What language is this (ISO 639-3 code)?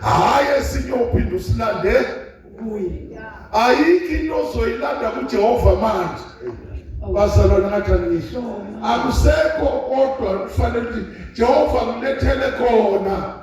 zul